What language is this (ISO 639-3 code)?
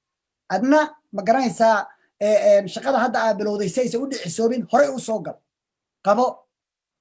som